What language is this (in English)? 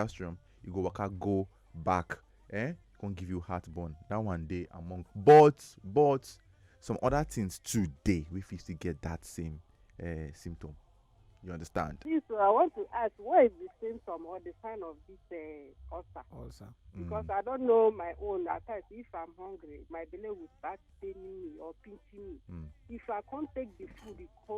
Nigerian Pidgin